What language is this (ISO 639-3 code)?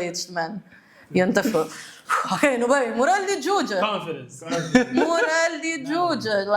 kea